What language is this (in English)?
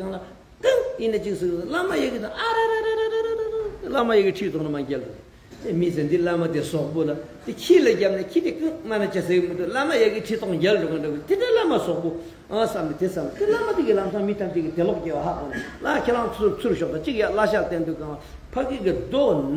Tibetan